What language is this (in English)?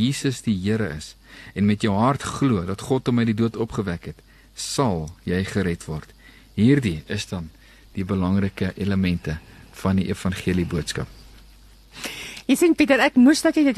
Afrikaans